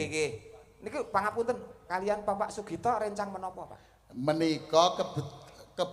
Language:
Javanese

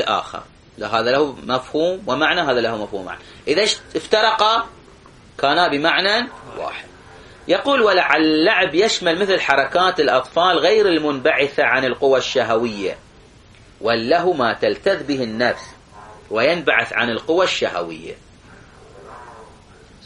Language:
Arabic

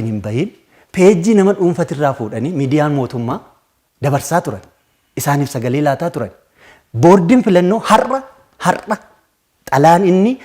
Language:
Oromo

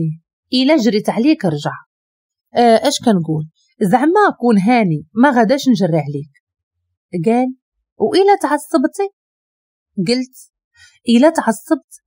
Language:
Moroccan Arabic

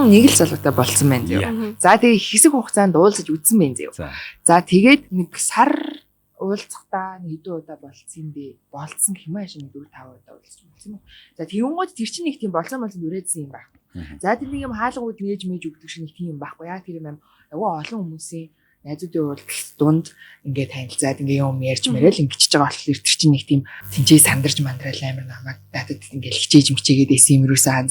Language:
Mongolian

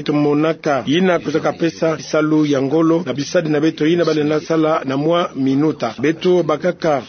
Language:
Kituba (Democratic Republic of Congo)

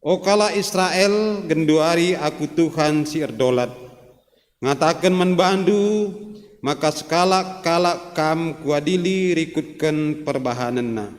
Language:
Batak Karo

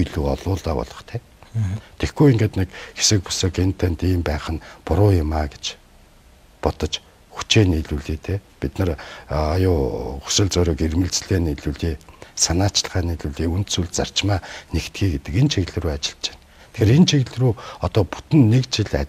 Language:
Mongolian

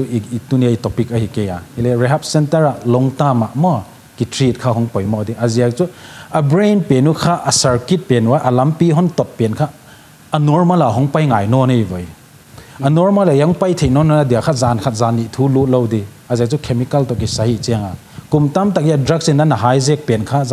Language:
Paite Chin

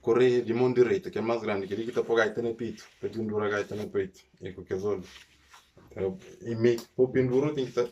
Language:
Kabuverdianu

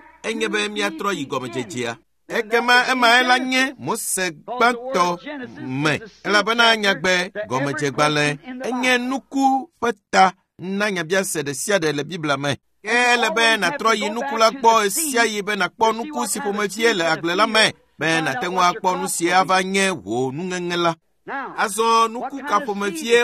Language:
Ewe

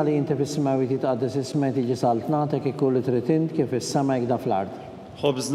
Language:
Maltese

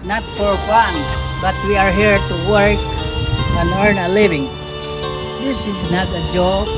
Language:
Cebuano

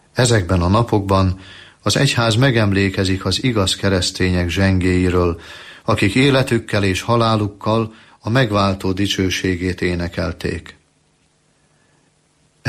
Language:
Hungarian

